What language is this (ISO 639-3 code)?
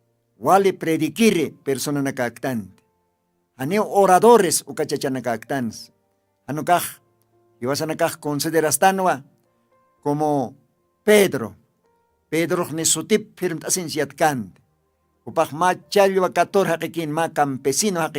aym